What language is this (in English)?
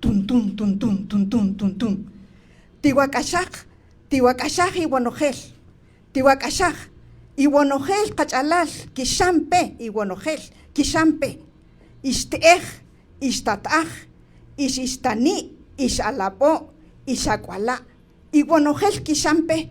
Kaqchikel